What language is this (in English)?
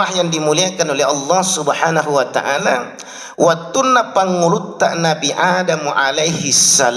Buginese